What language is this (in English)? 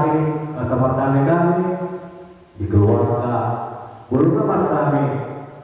Batak Toba